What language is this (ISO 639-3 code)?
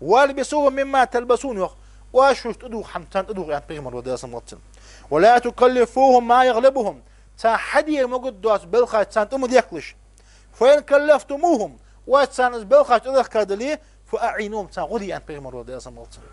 inh